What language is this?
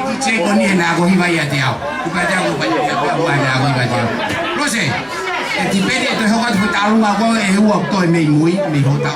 Tongan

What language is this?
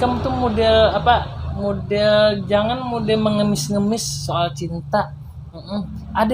Banjar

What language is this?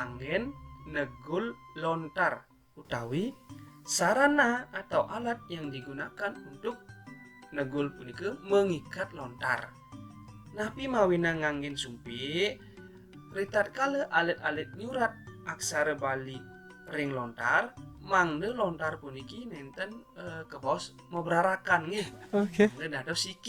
Balinese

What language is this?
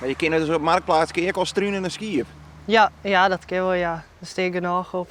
Western Frisian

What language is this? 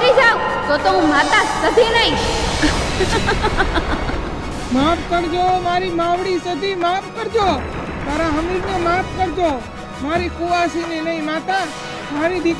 Gujarati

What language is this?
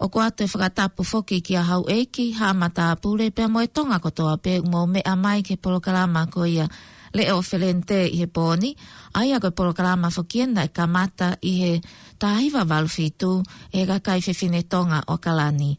Tongan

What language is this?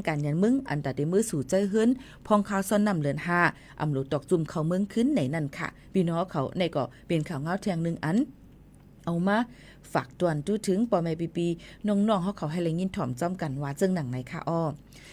Shan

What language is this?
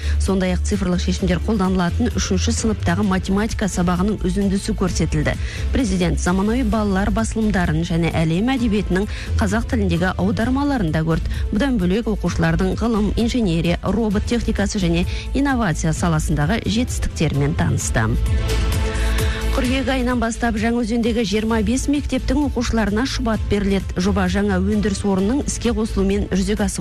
Kazakh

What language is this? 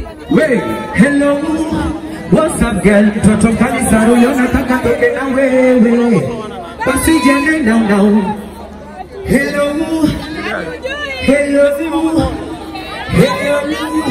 Swahili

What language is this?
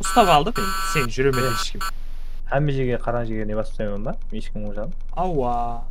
Kara-Kalpak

